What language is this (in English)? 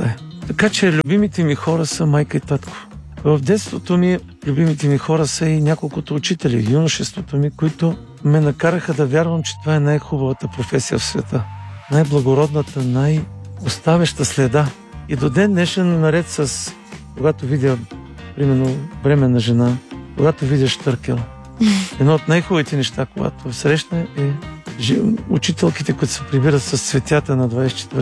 Bulgarian